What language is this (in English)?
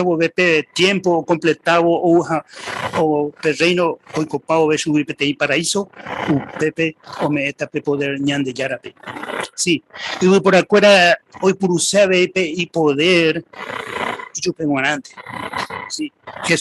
Guarani